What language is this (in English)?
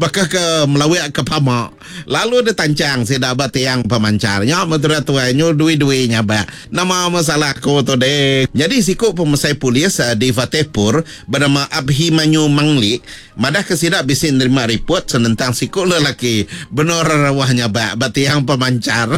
Iban